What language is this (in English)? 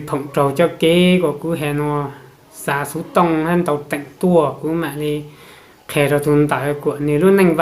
Hmong